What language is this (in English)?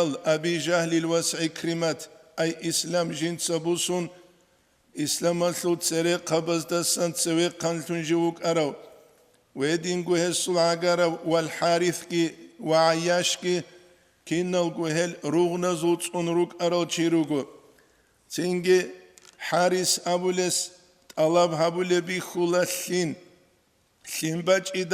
Avaric